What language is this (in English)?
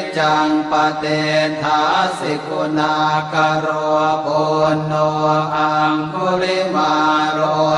Pali